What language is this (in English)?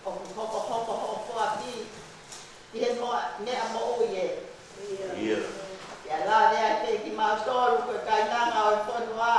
Tongan